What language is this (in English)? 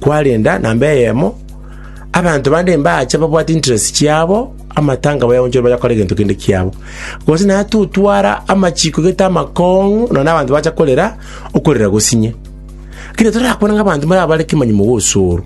Gusii